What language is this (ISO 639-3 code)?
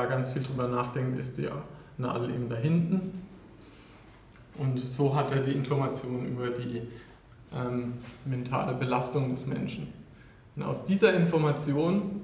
deu